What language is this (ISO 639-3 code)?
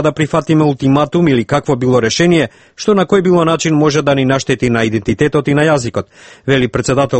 mkd